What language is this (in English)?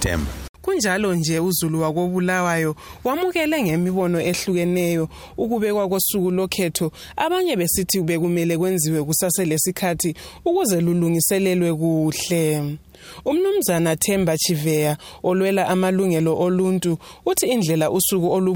North Ndebele